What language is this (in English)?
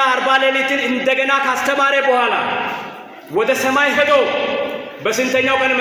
Amharic